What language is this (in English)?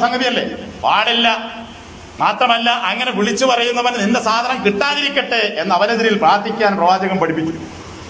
Malayalam